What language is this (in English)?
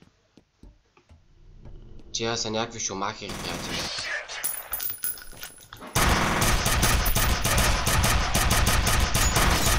Bulgarian